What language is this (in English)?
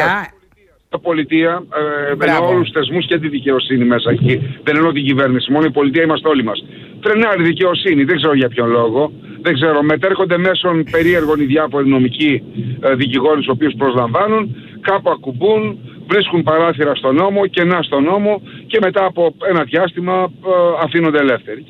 Greek